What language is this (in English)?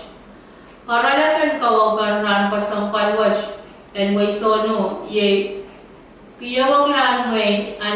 Pohnpeian